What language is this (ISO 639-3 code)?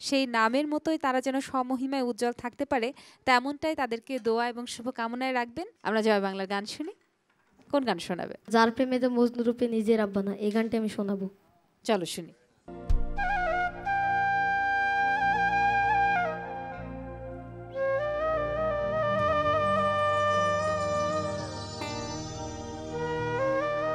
ben